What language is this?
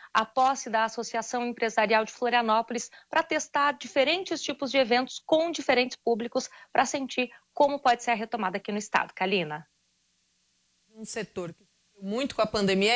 Portuguese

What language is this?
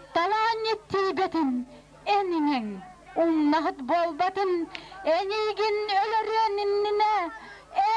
Yakut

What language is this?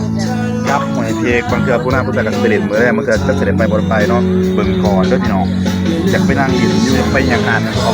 Northeastern Thai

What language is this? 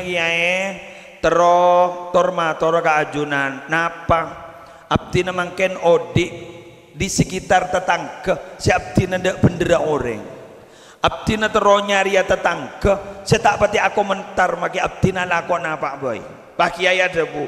Madurese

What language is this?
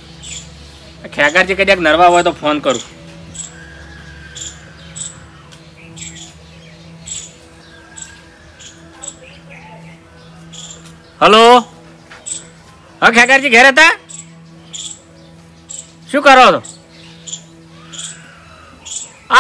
Gujarati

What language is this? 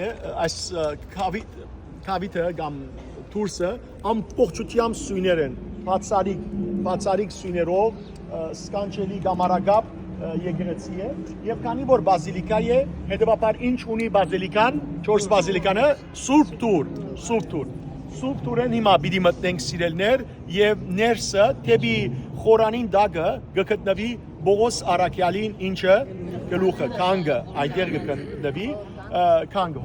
Western Armenian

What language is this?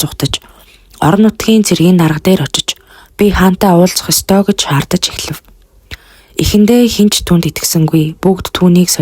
Mongolian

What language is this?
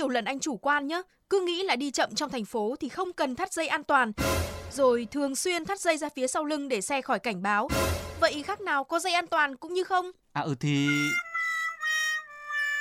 Vietnamese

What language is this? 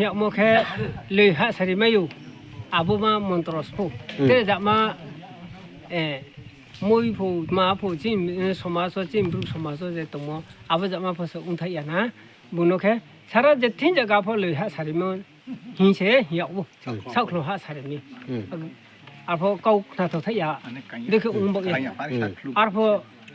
Riang (India)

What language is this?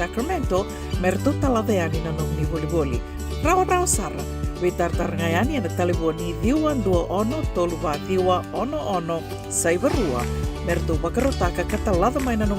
Fijian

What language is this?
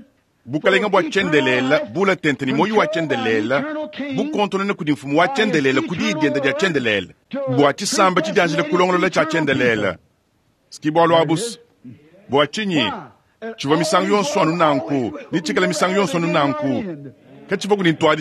Luba-Lulua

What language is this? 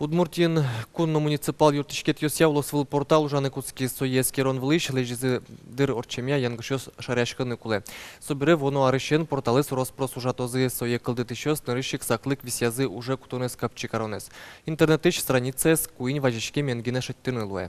Udmurt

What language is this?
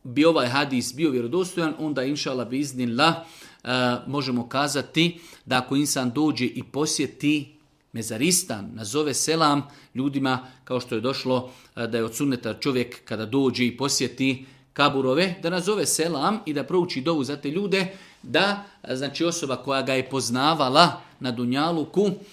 Bosnian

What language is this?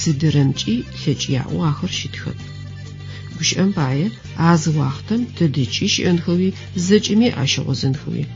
Adyghe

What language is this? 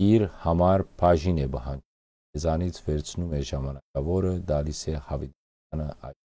Western Armenian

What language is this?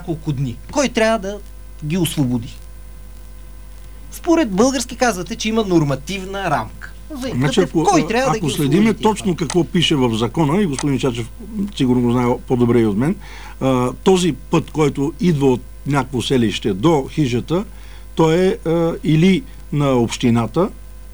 Bulgarian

